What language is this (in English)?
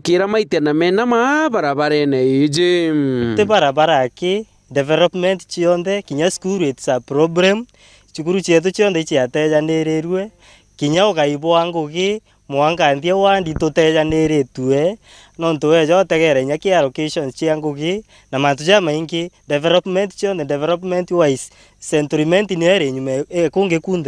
Meru